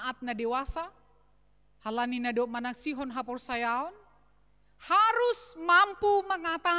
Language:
Batak Simalungun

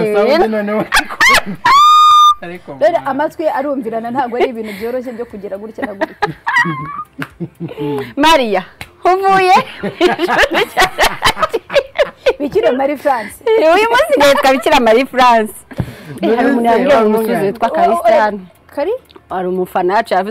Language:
Kinyarwanda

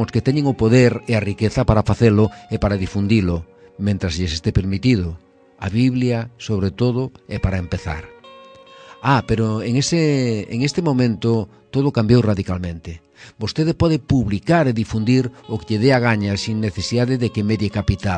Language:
Galician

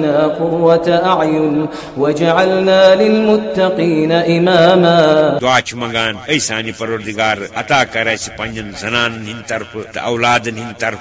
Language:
Kashmiri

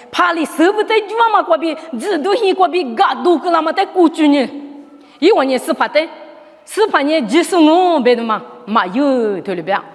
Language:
Lisu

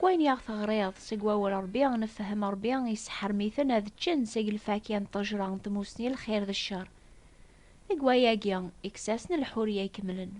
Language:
Kabyle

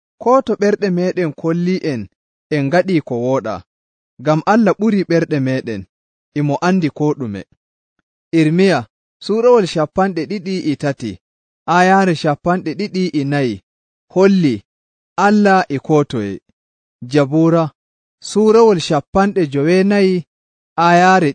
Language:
Nigerian Fulfulde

